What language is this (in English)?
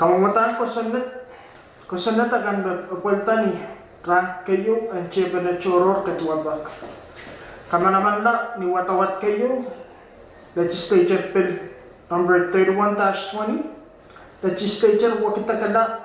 Pohnpeian